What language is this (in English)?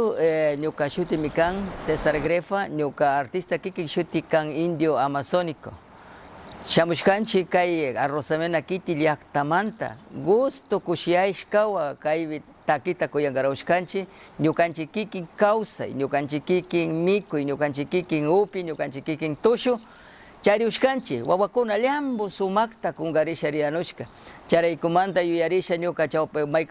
Chimborazo Highland Quichua